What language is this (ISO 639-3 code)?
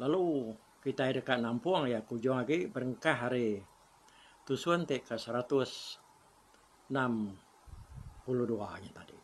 iba